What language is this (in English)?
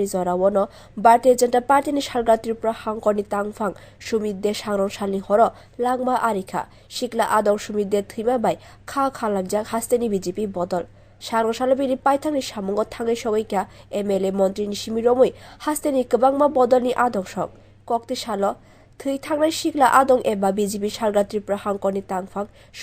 Kok Borok